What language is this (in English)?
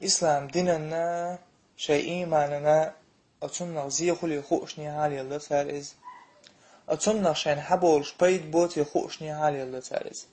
Chechen